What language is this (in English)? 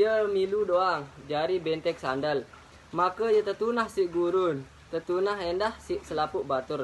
Sasak